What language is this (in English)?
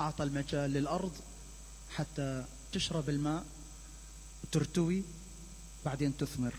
Mesopotamian Arabic